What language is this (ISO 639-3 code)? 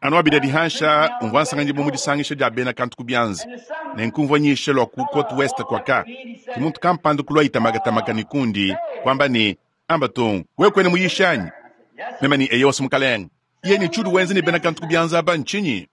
lua